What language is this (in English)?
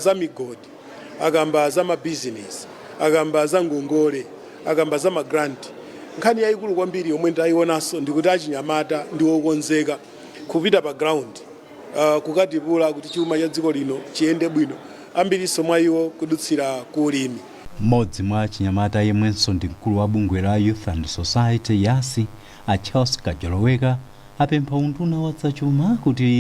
Nyanja